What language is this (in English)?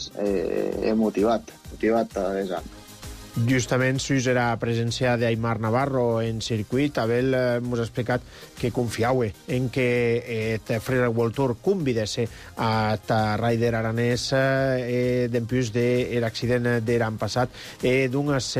Catalan